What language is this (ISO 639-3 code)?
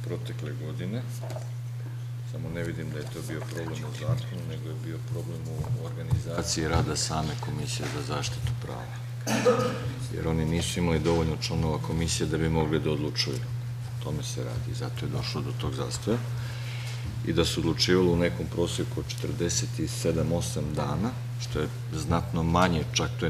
srp